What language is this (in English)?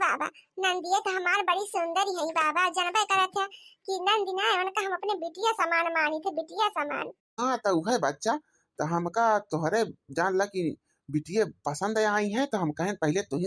Awadhi